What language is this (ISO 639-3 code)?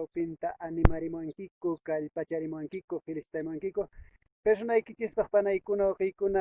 que